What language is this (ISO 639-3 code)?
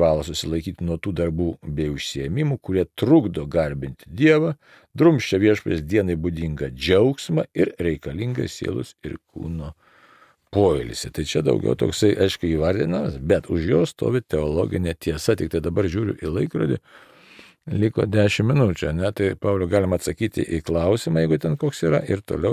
lit